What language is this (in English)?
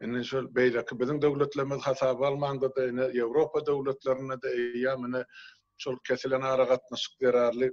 Turkmen